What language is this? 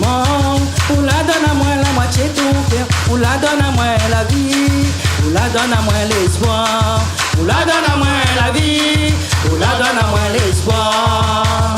Réunion Creole French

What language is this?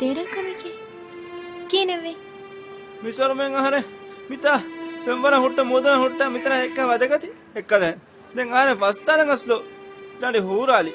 Divehi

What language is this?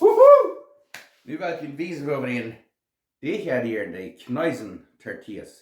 Plautdietsch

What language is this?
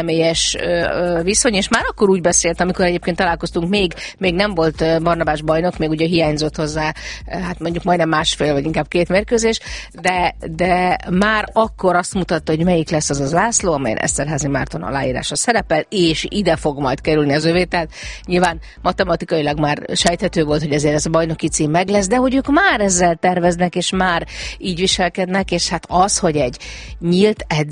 Hungarian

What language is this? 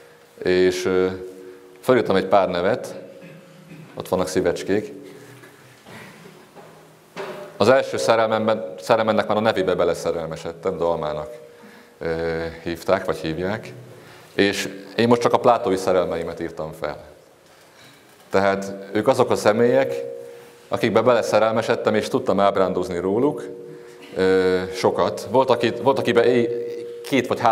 Hungarian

